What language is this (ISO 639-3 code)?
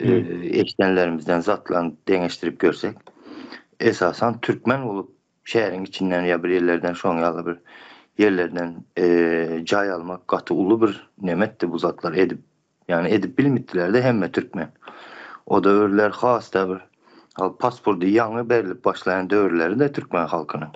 tuk